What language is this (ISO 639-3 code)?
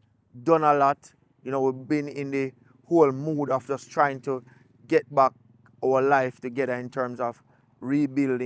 jam